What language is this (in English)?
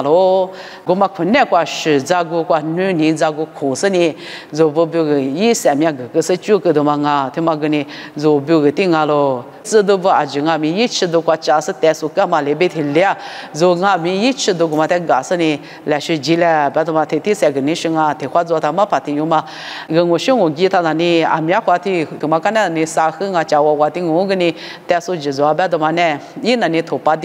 Lisu